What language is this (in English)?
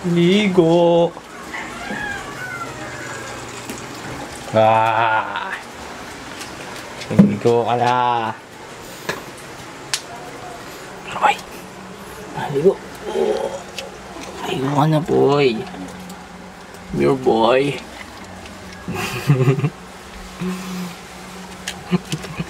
Filipino